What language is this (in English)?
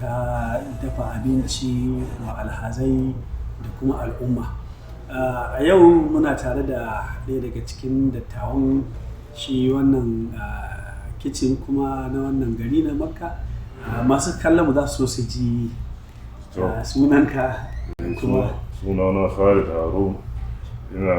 Hausa